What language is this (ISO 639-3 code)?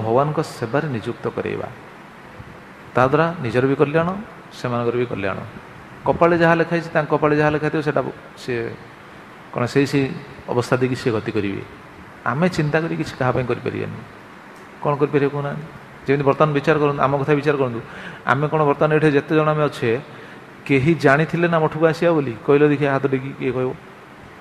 ori